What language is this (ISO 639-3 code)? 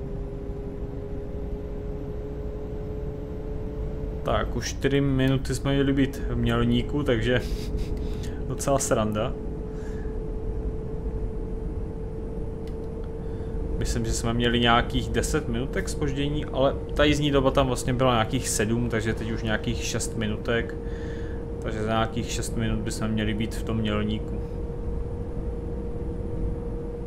ces